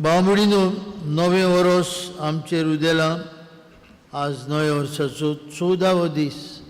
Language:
Konkani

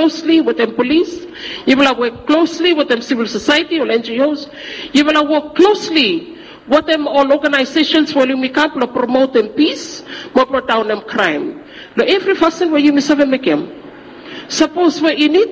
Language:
Bislama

